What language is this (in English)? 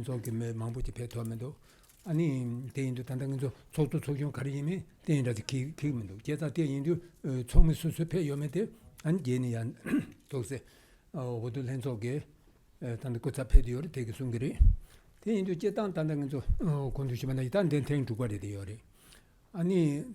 Tibetan